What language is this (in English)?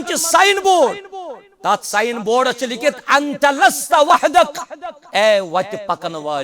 Kashmiri